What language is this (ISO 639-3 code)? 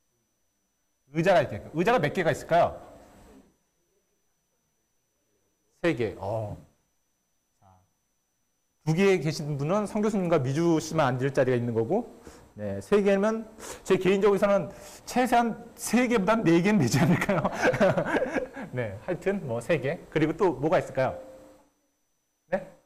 kor